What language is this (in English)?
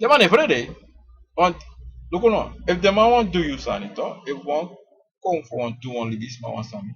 Sranan Tongo